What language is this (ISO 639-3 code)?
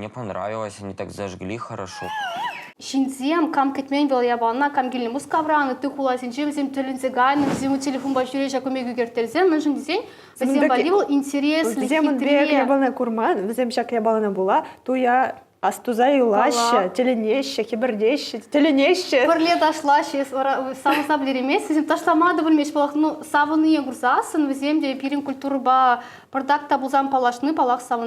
chv